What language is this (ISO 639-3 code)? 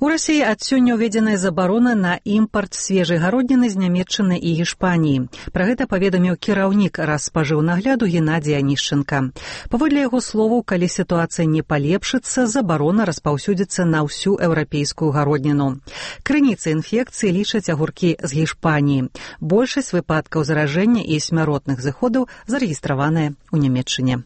bel